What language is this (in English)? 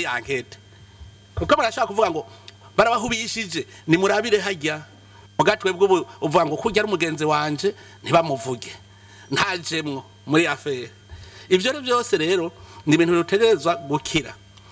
Rundi